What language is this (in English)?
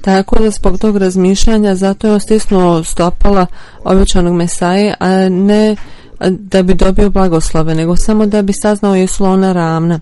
Bosnian